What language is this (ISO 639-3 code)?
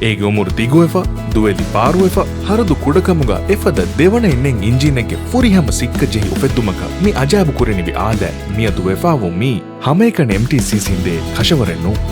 div